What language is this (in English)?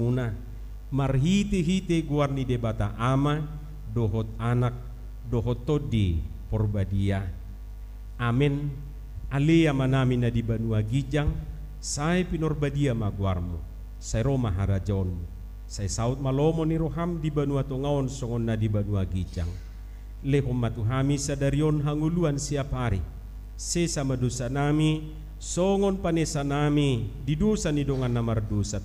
Batak Toba